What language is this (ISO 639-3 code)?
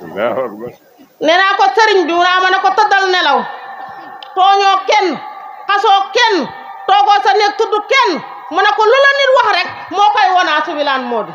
wol